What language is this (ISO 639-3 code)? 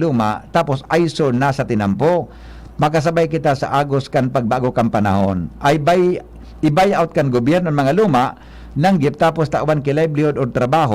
bik